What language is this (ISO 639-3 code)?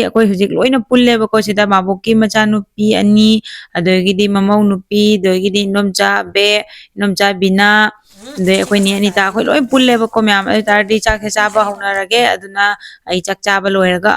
mni